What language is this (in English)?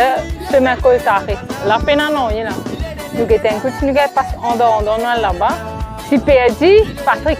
Morisyen